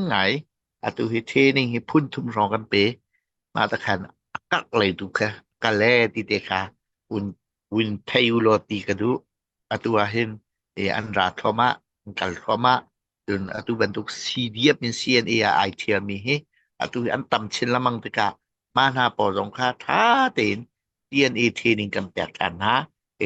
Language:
Hakha Chin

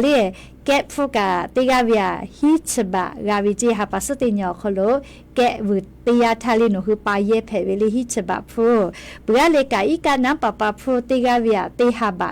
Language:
Lahu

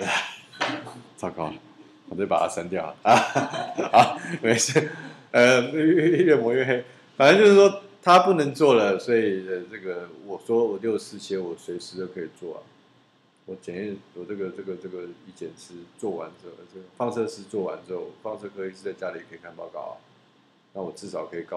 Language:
Chinese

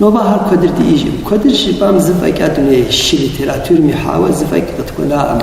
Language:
Kabardian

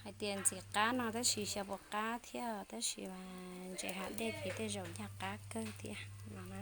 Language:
Hmong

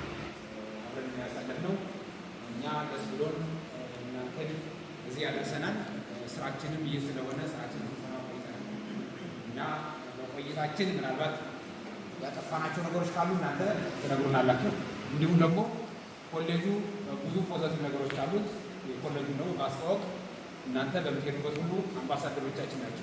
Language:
Amharic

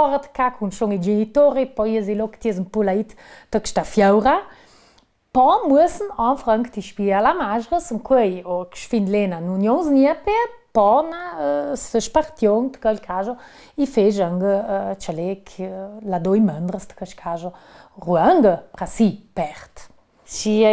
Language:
Ladin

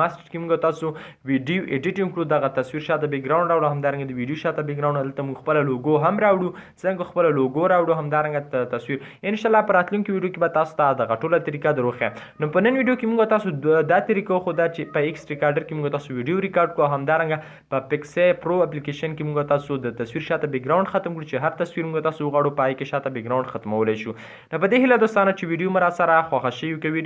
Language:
Pashto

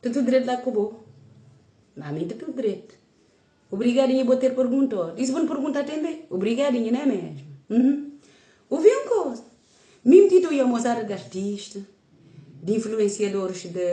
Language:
Kabuverdianu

